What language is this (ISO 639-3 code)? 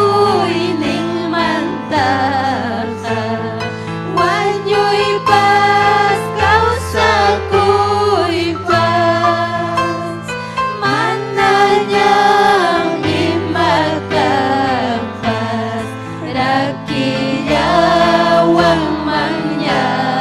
quy